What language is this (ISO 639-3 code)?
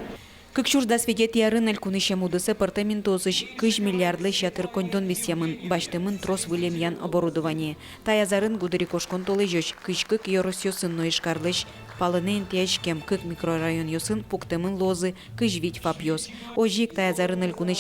udm